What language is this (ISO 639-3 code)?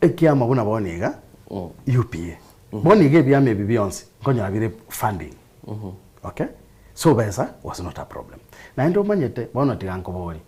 guz